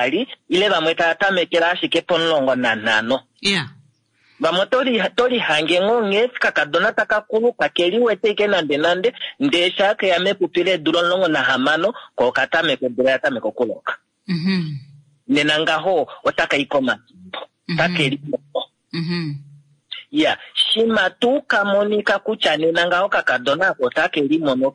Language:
Kuanyama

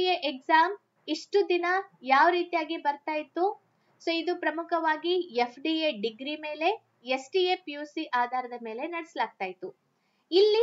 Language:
Kannada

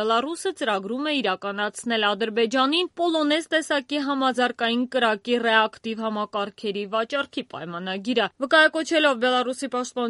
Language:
Armenian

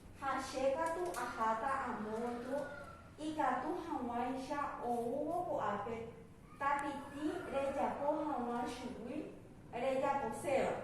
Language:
Guarani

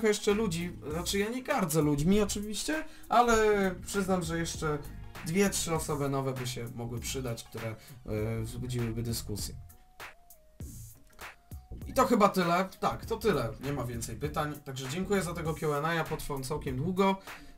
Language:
Polish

